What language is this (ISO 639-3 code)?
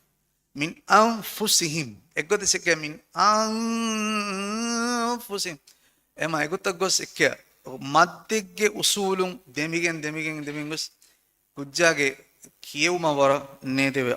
div